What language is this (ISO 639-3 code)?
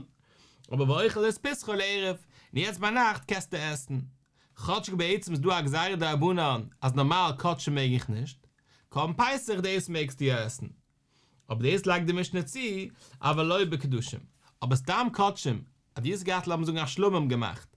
yid